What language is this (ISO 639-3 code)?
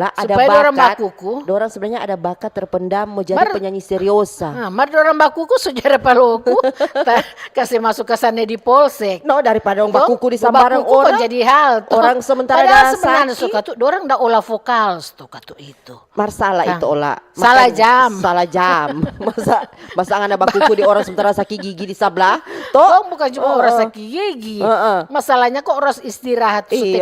xmm